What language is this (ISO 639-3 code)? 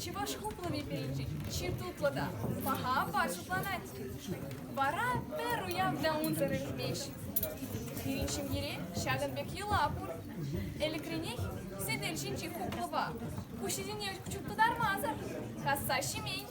chv